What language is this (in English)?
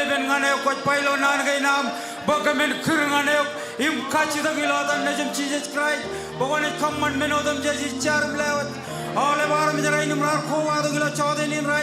Marshallese